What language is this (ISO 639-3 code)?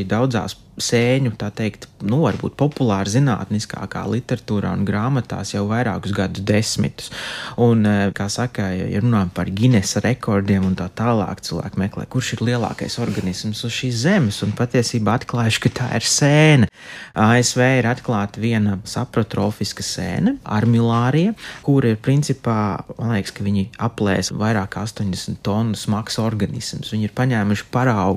lav